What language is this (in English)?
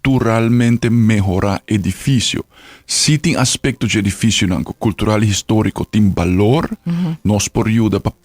Papiamento